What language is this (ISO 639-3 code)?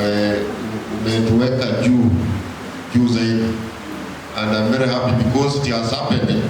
swa